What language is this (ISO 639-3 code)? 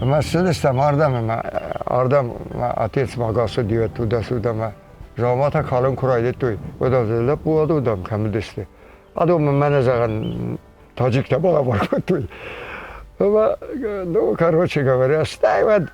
oss